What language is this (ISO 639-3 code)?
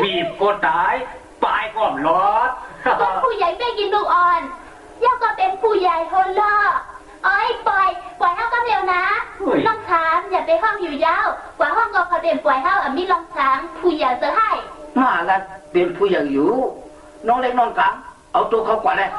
shn